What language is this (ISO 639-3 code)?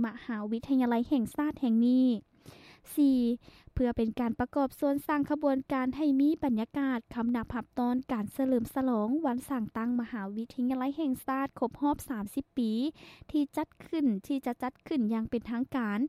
lao